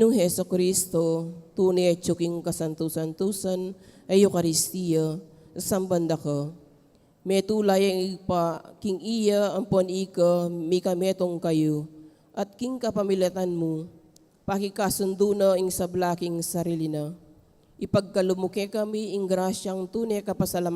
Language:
Pampanga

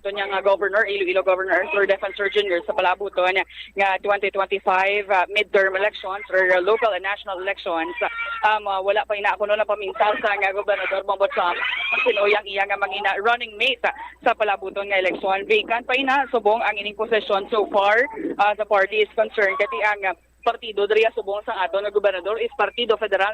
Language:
Hiligaynon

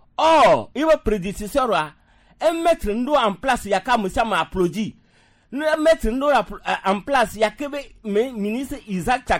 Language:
Gen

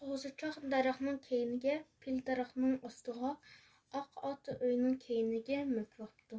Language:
Uyghur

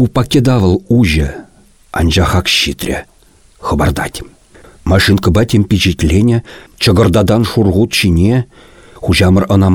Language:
Chuvash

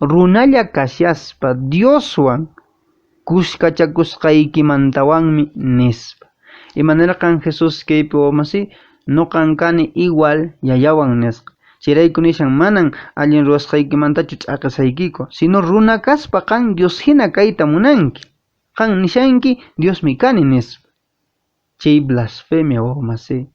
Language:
Quechua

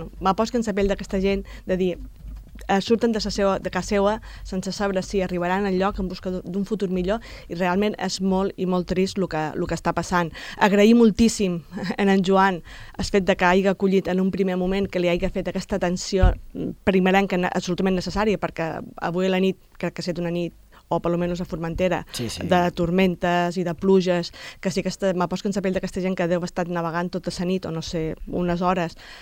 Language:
Catalan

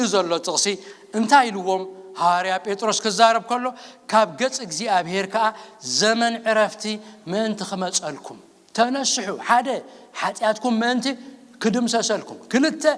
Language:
Tigrinya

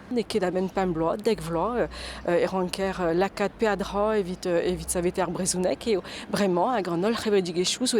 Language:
Breton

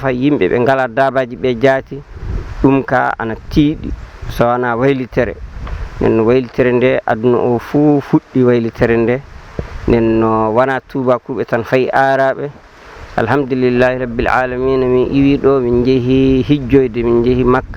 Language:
Fula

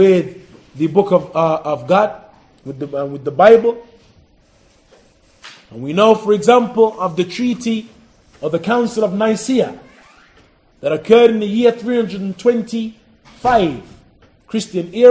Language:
English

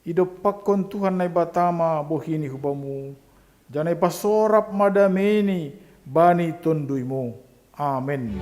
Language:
Batak Simalungun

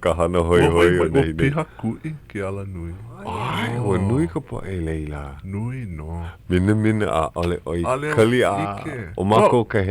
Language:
Hawaiian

